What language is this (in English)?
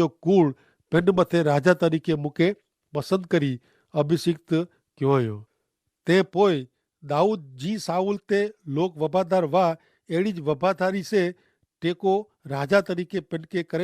Kachhi